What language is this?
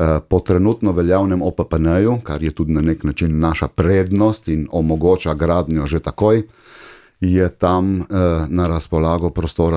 Slovenian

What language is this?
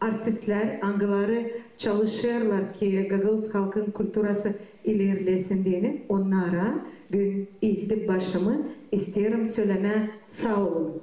Gagauz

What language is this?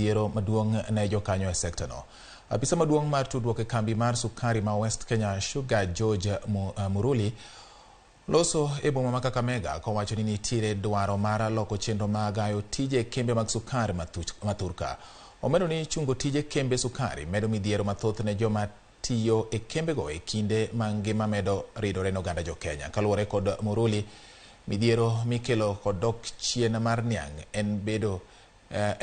Luo (Kenya and Tanzania)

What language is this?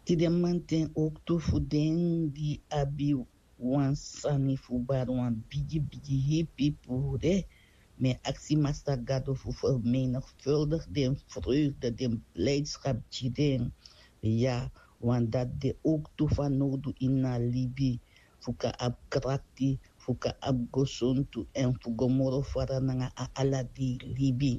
Sranan Tongo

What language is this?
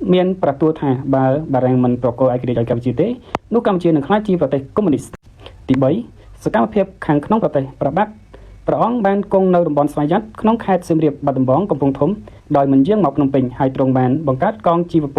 Khmer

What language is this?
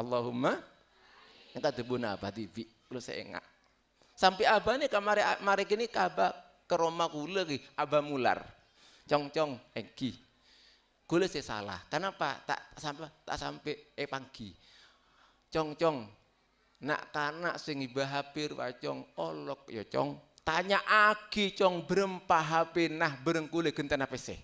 Madurese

